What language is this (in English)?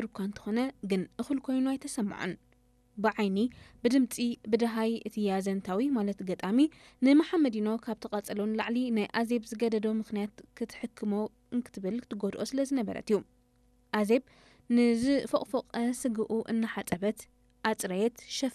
Tigrinya